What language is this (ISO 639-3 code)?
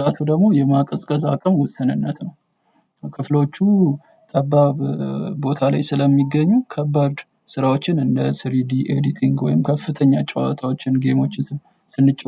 amh